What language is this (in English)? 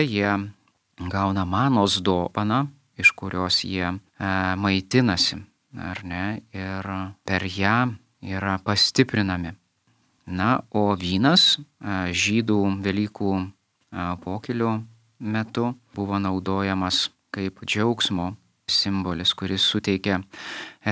Lithuanian